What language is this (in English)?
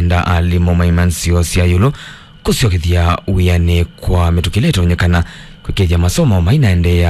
Kamba